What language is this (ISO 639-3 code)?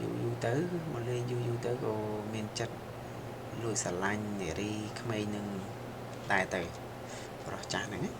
khm